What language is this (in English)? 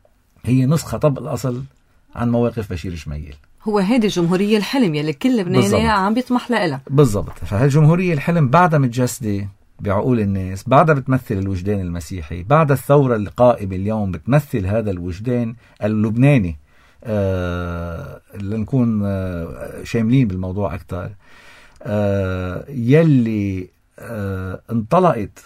North Levantine Arabic